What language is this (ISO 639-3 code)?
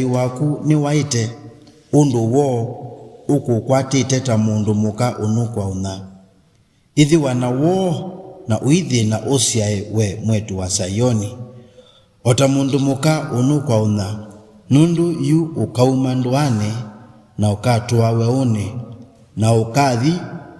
kam